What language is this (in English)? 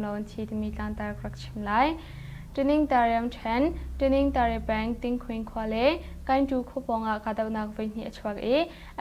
Hakha Chin